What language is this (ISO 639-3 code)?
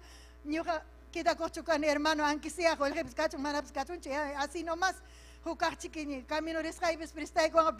quy